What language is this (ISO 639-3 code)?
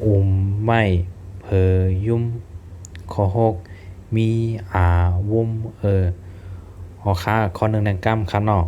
shn